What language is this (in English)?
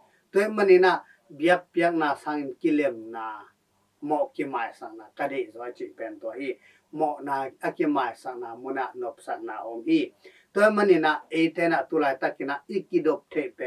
Tedim Chin